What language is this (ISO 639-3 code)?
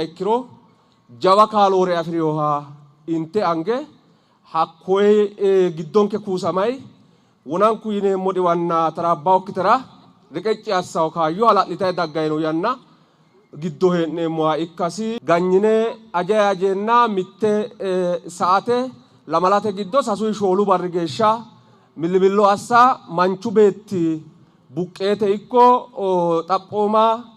sid